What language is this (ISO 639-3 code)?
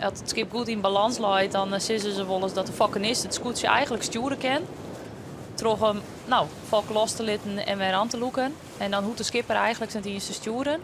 fry